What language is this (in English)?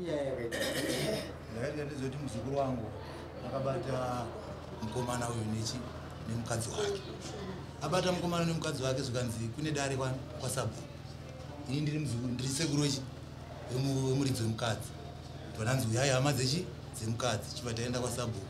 Shona